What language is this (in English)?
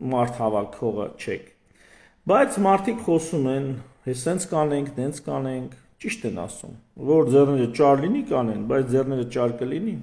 Armenian